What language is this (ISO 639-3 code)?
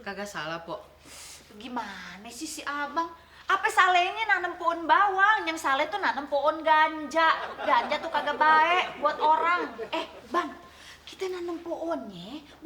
bew